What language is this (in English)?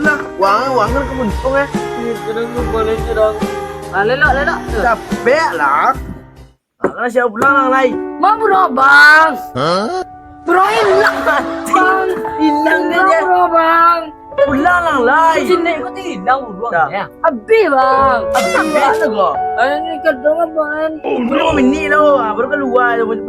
Minangkabau